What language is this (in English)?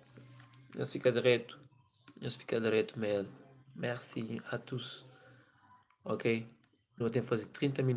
Kabuverdianu